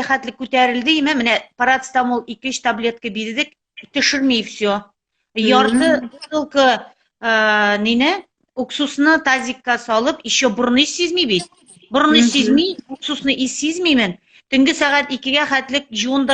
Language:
Tatar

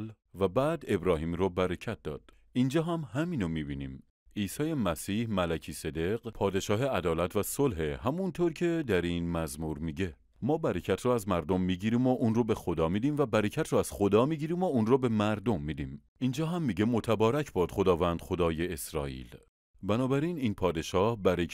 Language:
Persian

